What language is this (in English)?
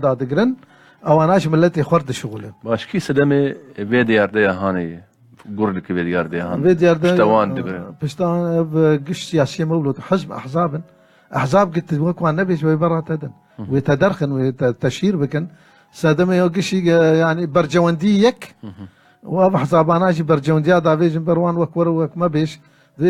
Kurdish